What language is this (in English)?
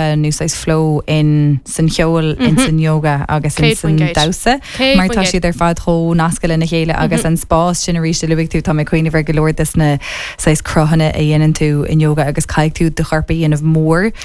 Irish